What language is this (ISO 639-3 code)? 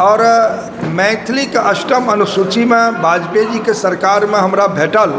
mai